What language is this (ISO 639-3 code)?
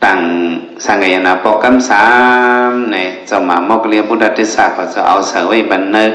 shn